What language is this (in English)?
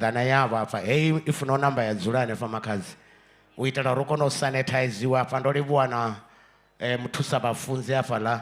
Venda